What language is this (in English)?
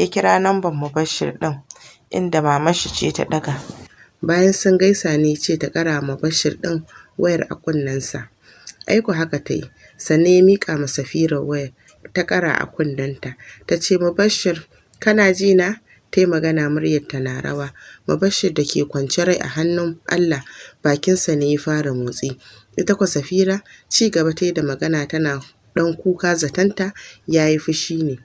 Hausa